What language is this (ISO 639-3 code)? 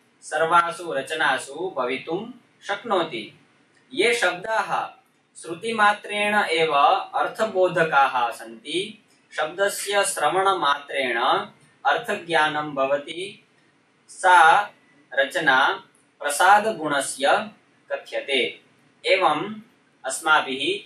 san